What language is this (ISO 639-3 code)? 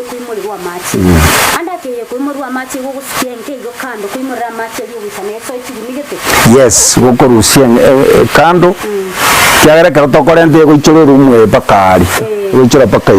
guz